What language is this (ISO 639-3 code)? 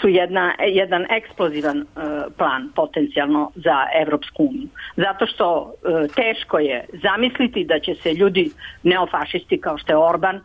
srp